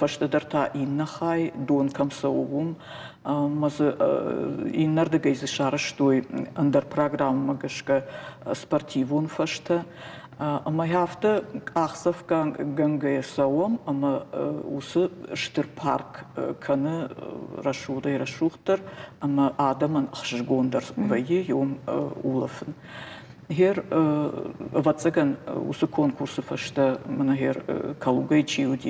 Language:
Ossetic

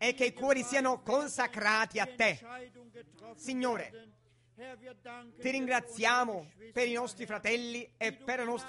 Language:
Italian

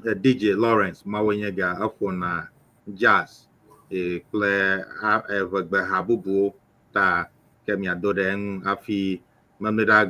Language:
Ewe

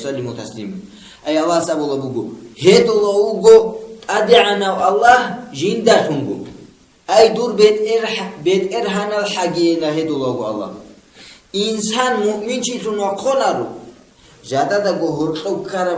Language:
Avaric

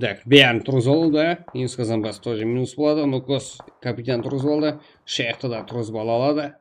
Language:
Kara-Kalpak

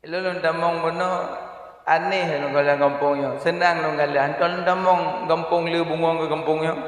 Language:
Achinese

